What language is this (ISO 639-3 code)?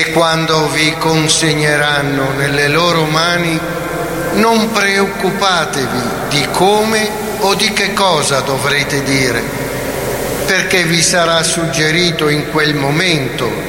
ita